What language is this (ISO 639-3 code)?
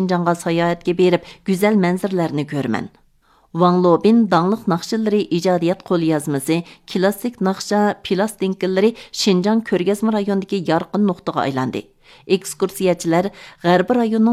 uig